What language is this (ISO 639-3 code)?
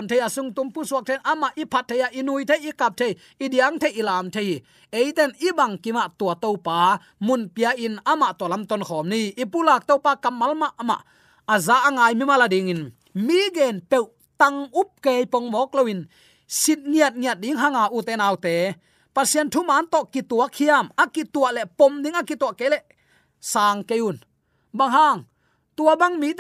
ctd